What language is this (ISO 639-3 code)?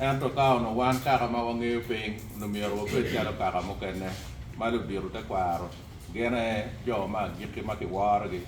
ach